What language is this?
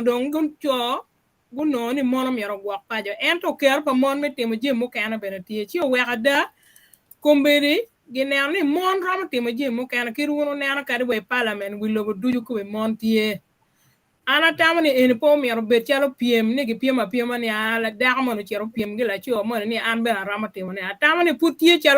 Acoli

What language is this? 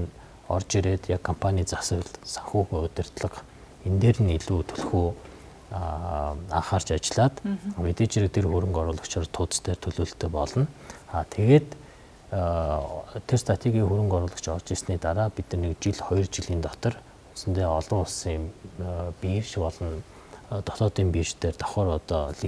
Mongolian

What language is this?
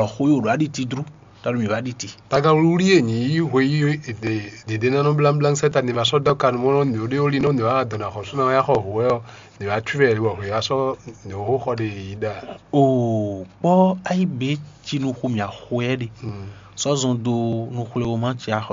Fon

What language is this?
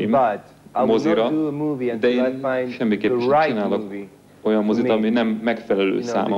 Hungarian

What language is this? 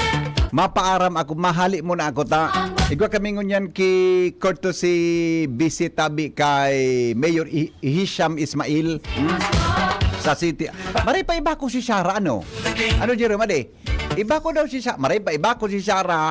Bikol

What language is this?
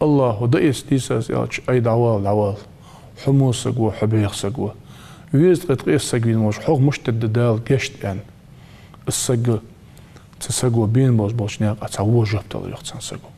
Ingush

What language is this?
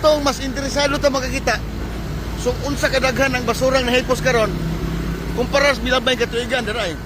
Cebuano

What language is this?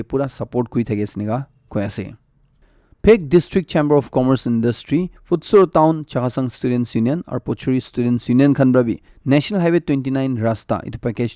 Naga Pidgin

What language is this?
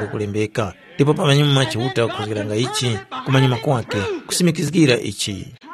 Tumbuka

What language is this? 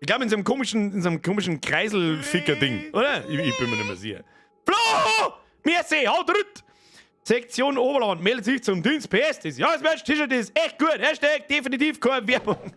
Bavarian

